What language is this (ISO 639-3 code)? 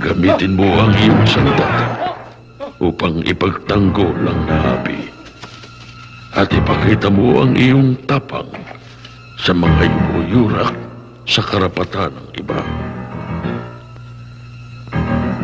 fil